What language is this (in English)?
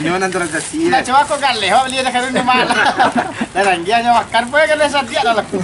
Minangkabau